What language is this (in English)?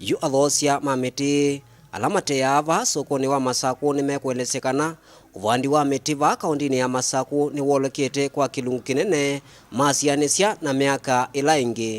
Kamba